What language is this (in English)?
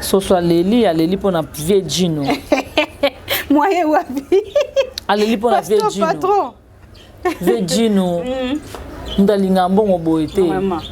Lingala